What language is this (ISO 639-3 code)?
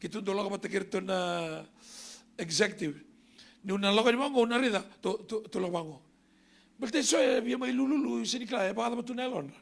fij